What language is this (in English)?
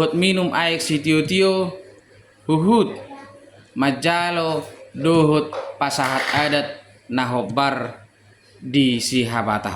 Batak Toba